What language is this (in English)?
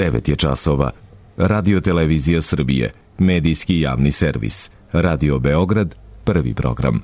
Serbian